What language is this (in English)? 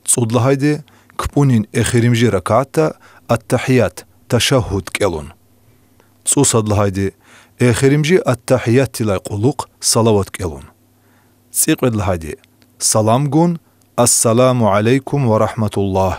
Lezghian